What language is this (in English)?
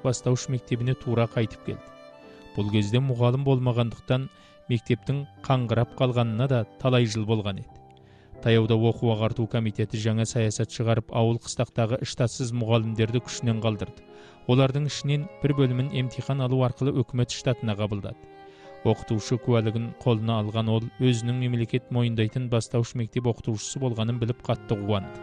Kazakh